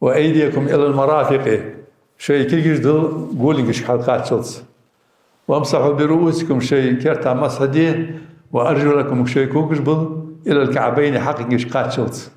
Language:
Ingush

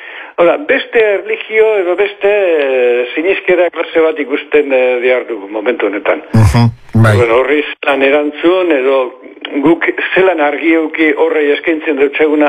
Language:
Basque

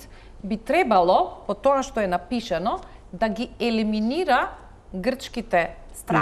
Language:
Macedonian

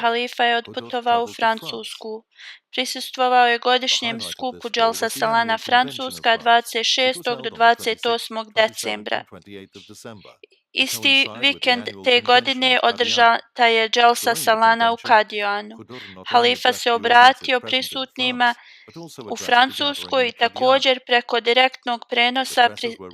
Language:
Bosnian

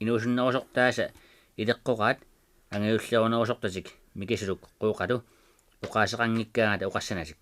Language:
Kalaallisut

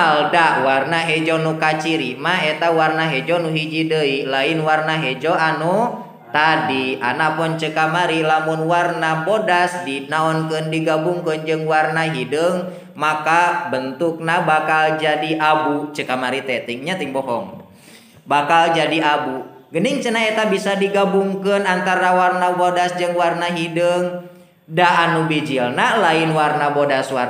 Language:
Sundanese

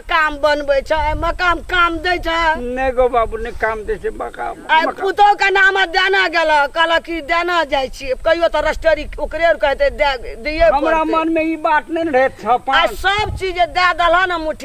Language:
Maithili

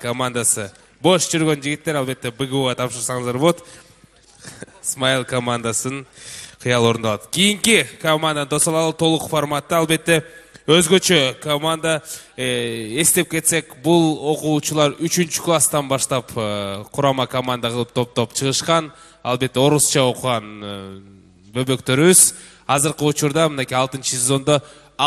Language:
Kyrgyz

